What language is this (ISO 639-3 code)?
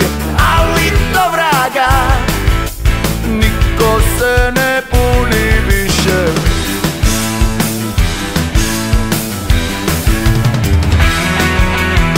srp